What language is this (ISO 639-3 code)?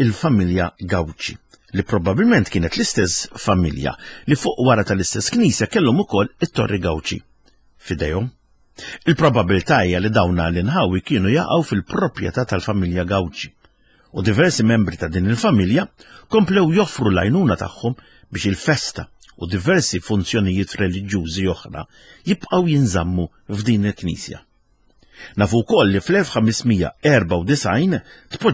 mlt